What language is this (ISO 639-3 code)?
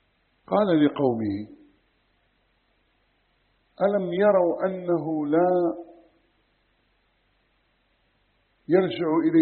ara